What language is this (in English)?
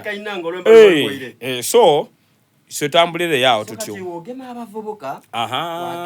Soga